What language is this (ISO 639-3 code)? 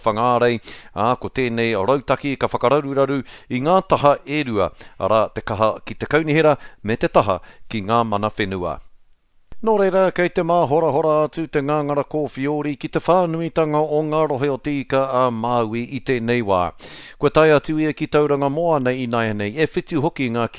mri